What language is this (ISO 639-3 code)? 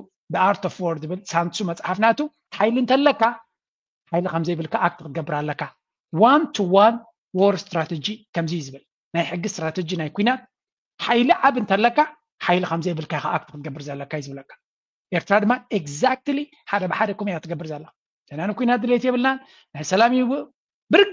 tir